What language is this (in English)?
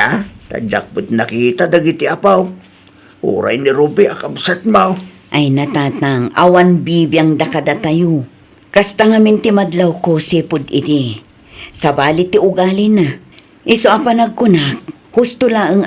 Iloko